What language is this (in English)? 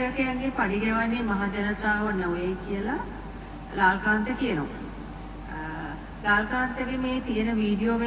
Sinhala